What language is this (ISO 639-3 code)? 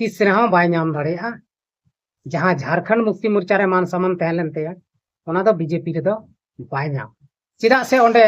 sat